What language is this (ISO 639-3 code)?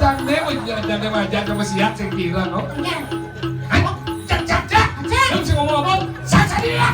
ban